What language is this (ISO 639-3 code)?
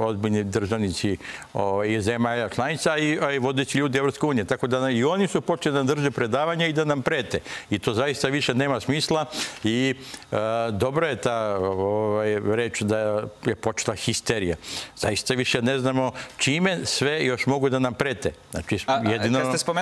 srp